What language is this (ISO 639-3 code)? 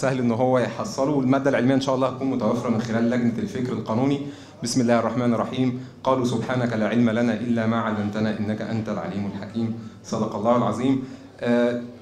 arz